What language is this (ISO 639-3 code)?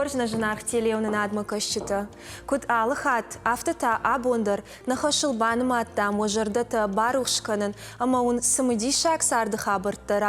oss